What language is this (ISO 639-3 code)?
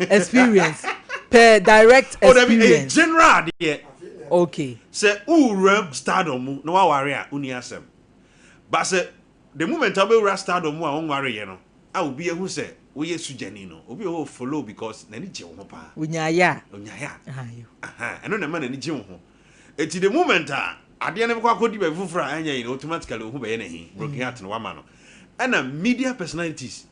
aka